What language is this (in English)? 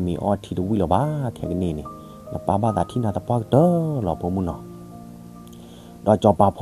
S'gaw Karen